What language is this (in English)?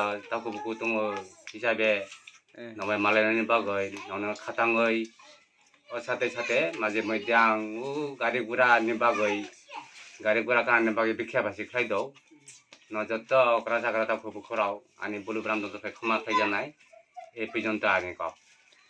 Kok Borok